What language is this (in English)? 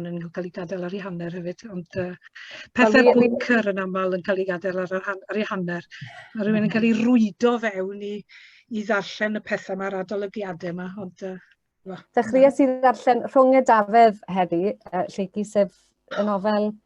Welsh